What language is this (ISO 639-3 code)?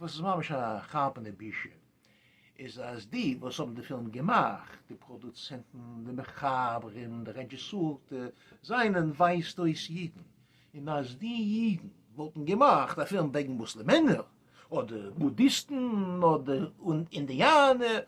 yid